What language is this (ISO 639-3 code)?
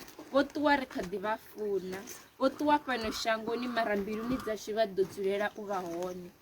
ven